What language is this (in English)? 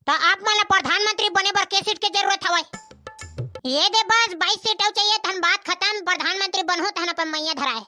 Chhattisgarhi